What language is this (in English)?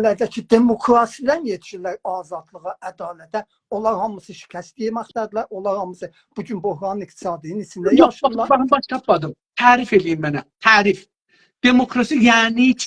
South Azerbaijani